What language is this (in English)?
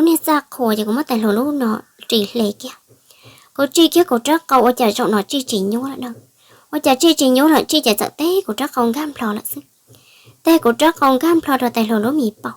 Hmong